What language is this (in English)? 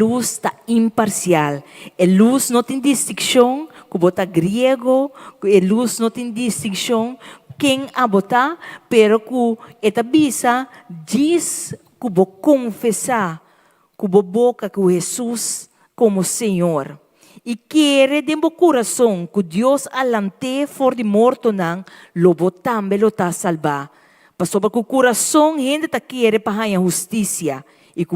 Papiamento